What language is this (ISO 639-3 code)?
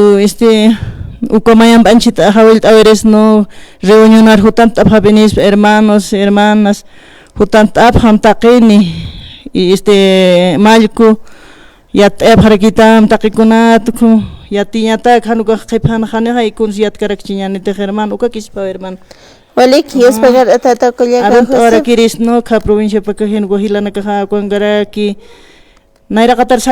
aym